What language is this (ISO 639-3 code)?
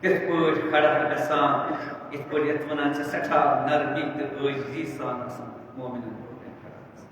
kas